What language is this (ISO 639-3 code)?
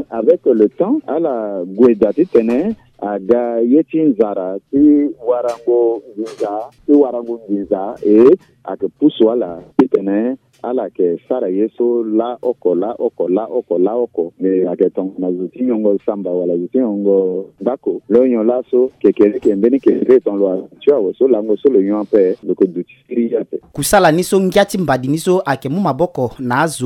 sag